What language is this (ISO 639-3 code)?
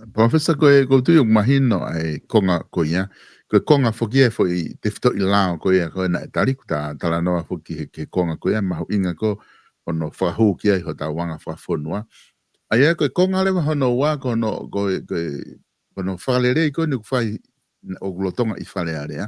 ton